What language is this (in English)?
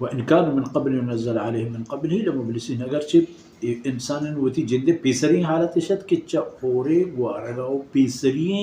Baluchi